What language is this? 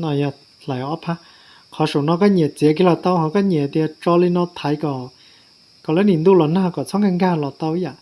Hmong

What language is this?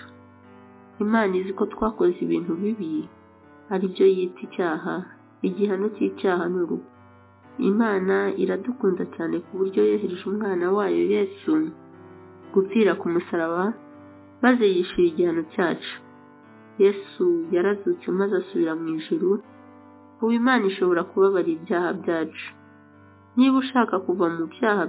Kinyarwanda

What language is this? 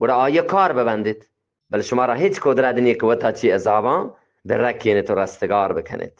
Eastern Balochi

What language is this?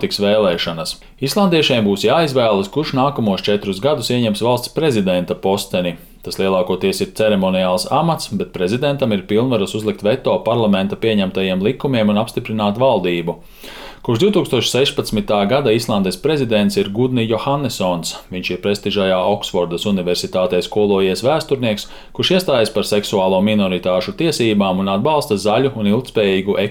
Latvian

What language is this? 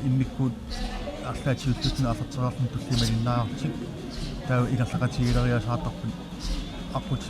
Kalaallisut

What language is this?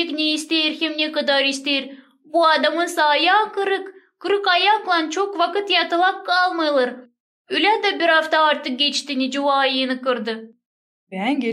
Gagauz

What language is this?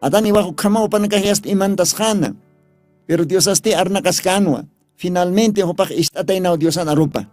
Aymara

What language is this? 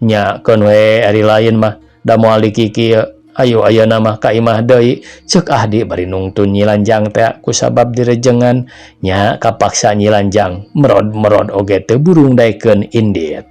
Sundanese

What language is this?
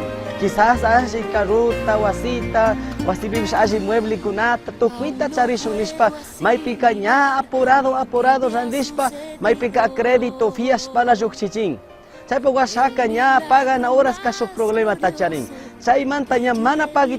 Chimborazo Highland Quichua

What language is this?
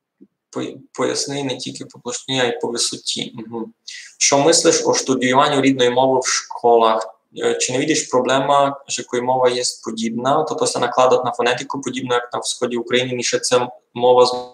Rusyn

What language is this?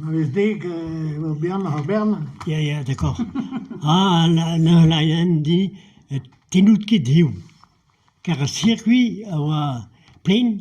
Breton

